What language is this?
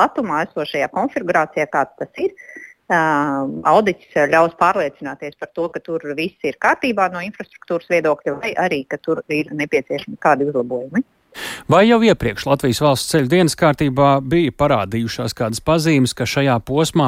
Latvian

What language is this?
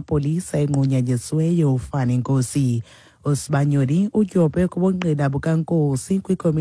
Xhosa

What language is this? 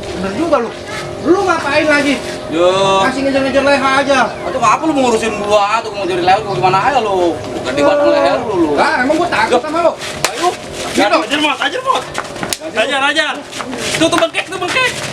Betawi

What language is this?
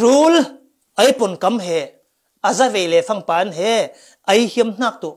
Falam Chin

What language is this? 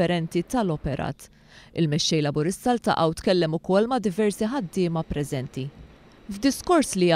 Maltese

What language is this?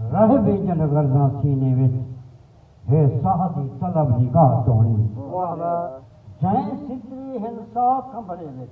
Saraiki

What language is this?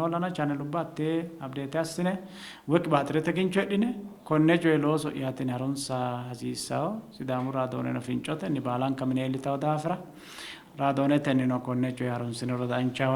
Sidamo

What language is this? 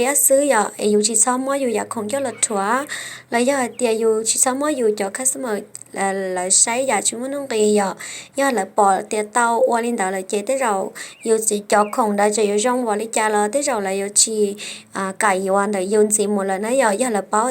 Hmong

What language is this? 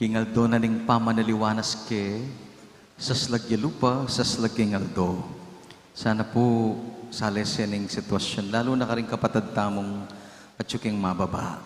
Pampanga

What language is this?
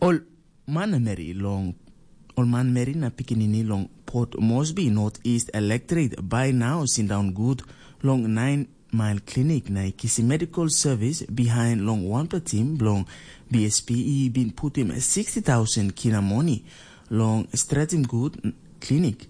Tok Pisin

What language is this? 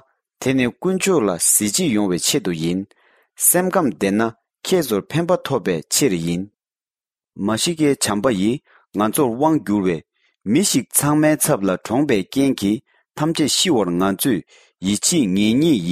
Tibetan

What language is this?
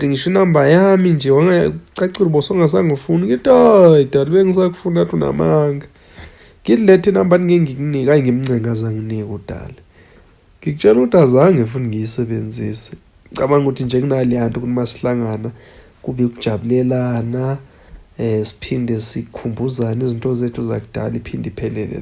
Zulu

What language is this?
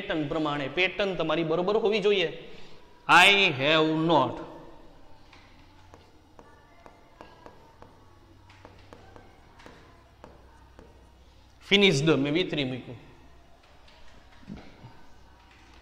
Gujarati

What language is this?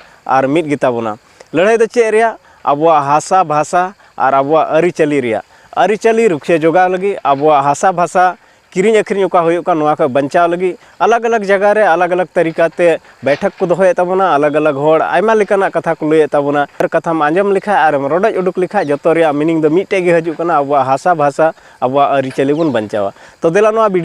Santali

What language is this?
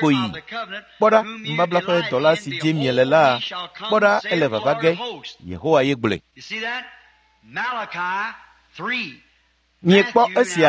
Ewe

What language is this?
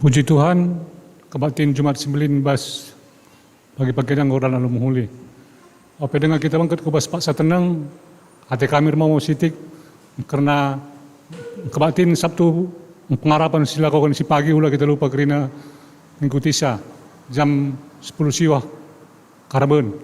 Batak Karo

